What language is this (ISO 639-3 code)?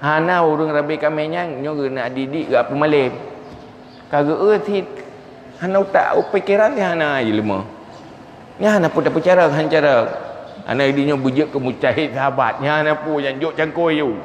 ace